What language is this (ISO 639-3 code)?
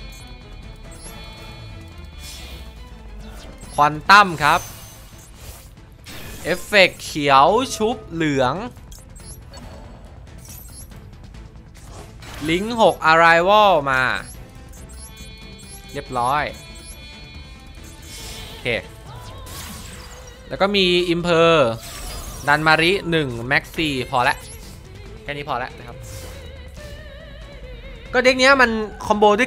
tha